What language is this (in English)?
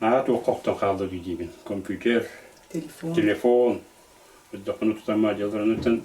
Yakut